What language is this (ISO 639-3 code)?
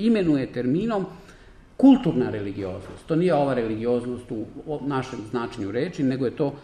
srp